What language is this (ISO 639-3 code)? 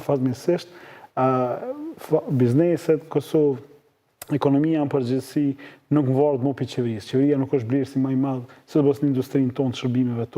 sqi